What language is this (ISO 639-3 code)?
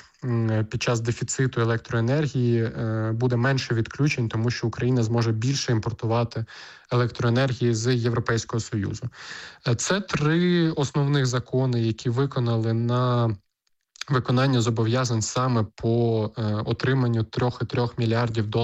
ukr